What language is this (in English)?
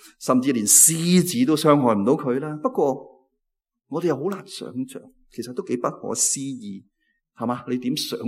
Cantonese